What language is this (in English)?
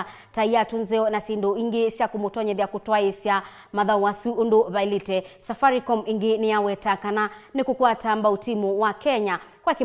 Kamba